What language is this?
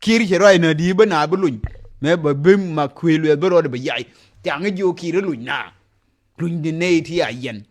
Nuer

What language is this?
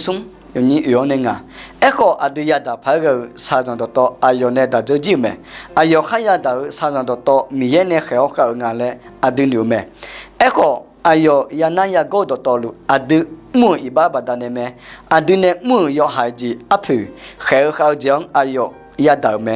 Akha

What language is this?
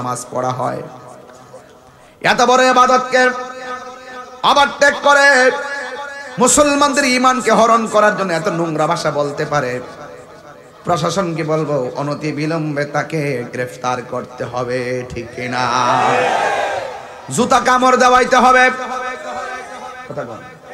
Bangla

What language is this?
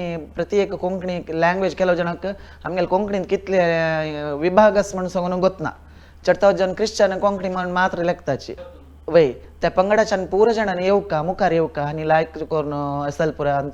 Konkani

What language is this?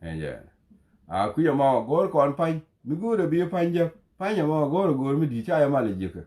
Nuer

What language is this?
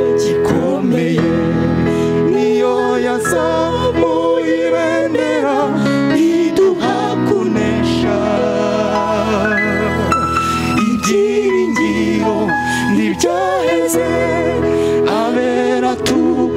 Kinyarwanda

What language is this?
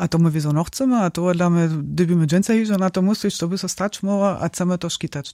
Upper Sorbian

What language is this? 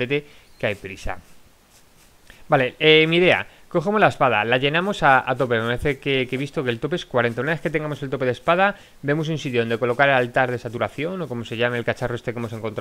Spanish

